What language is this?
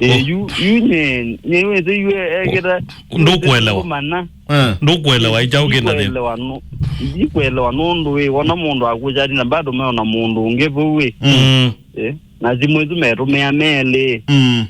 Kamba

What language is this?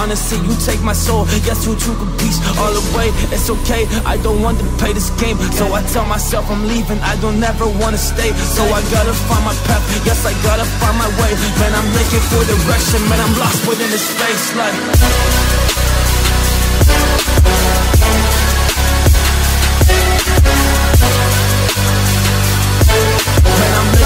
English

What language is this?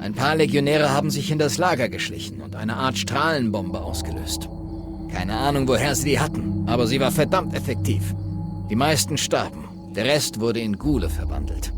Bavarian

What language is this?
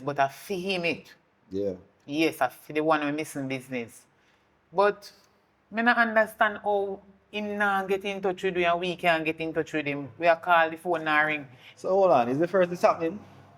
Jamaican Creole English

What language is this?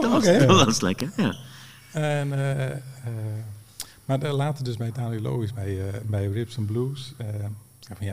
Dutch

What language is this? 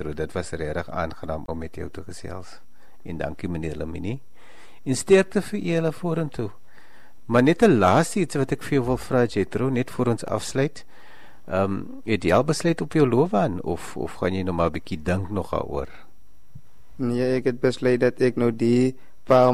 Afrikaans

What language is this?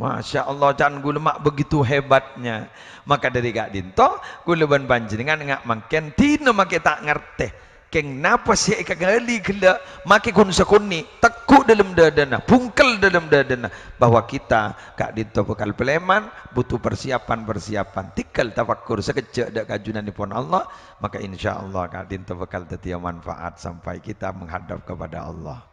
Madurese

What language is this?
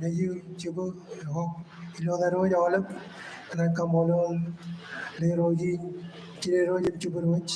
Marshallese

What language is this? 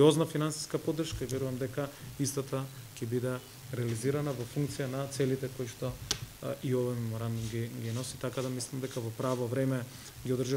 Macedonian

